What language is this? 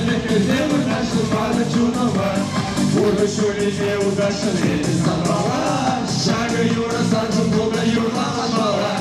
Chuvash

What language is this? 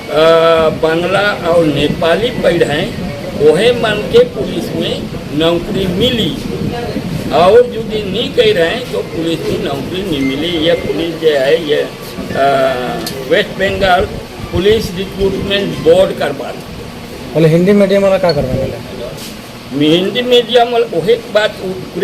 Sadri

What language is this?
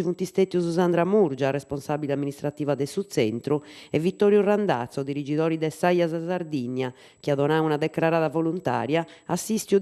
Sardinian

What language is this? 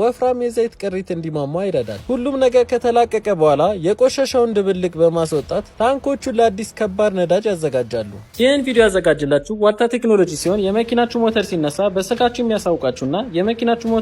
Amharic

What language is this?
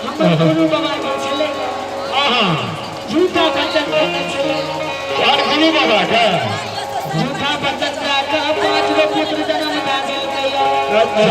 Maithili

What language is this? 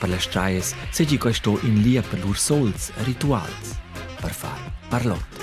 Romansh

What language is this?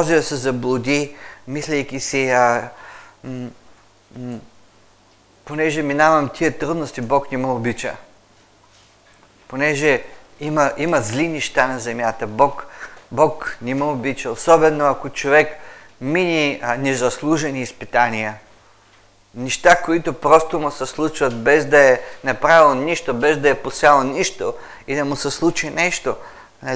Bulgarian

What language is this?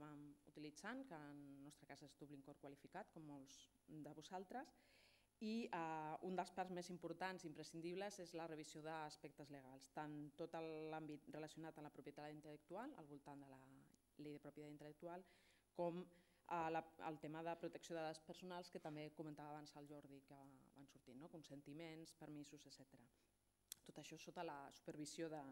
Catalan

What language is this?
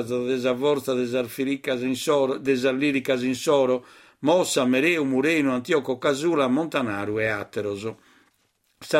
Sardinian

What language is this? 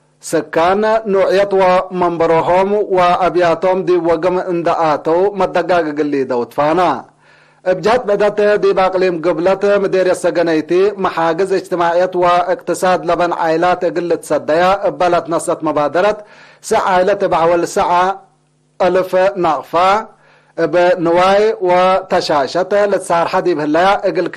Tigre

